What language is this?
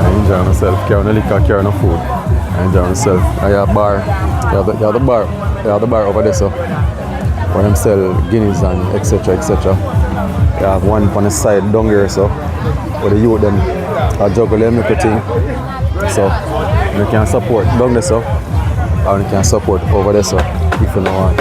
Jamaican Creole English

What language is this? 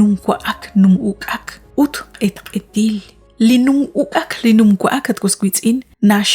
Kekchí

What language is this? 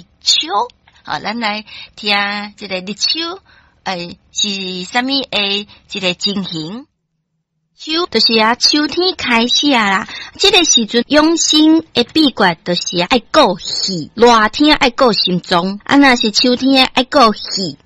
Min Nan Chinese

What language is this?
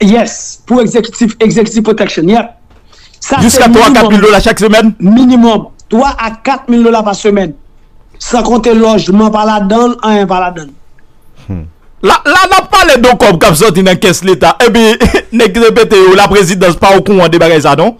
Haitian Creole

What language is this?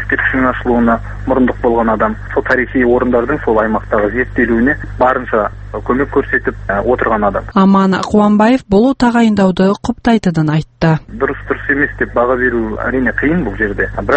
Kazakh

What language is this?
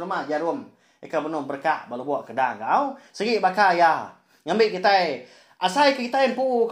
Iban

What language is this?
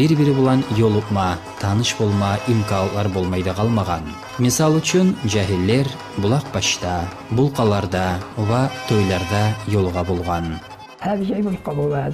Kumyk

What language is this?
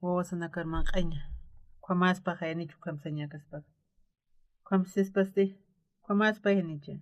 Aymara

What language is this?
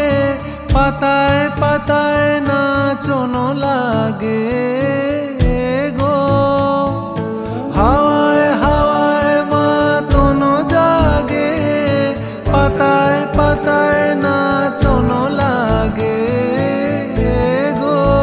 Bangla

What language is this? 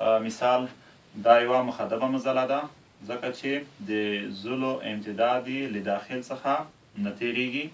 Pashto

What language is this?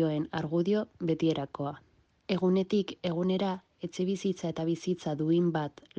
Basque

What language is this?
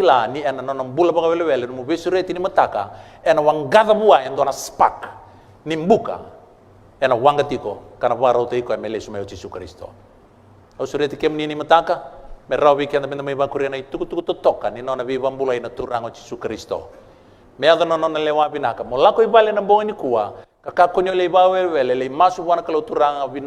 Fijian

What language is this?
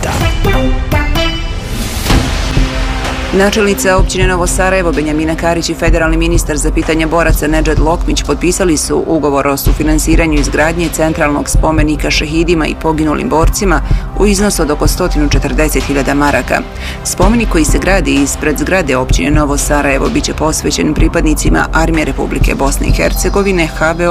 Bosnian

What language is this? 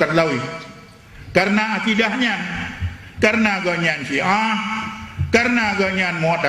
Achinese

